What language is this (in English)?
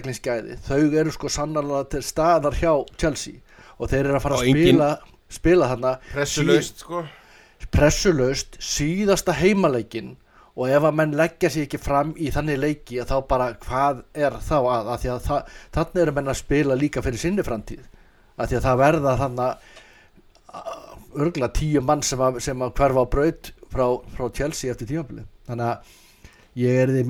Icelandic